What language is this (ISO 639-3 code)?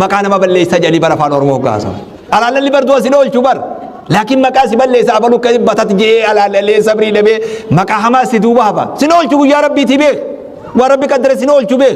orm